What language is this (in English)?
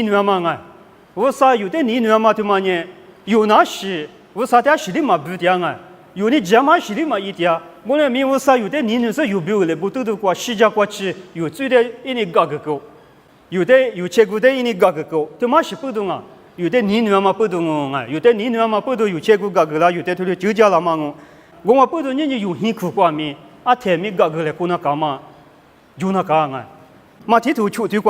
Lisu